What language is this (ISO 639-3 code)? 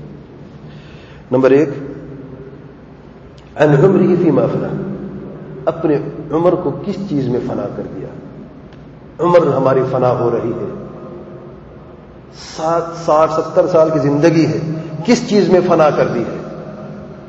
urd